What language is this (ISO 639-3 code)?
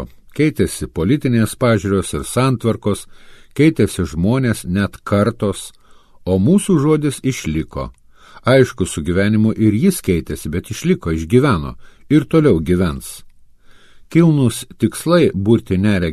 lit